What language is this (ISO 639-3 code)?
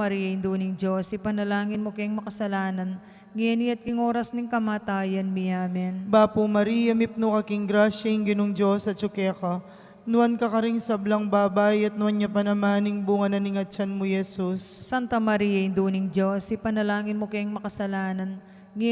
pam